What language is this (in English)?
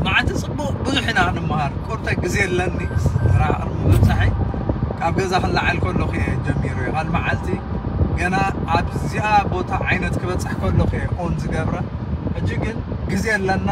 Tigrinya